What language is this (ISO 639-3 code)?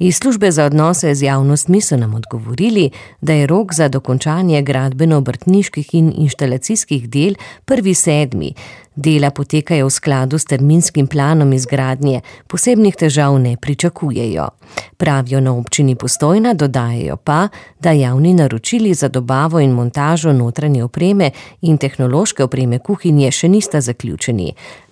slv